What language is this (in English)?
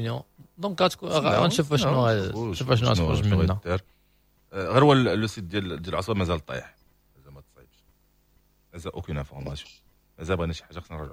Moroccan Arabic